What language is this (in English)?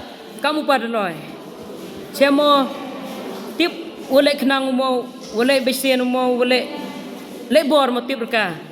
Khasi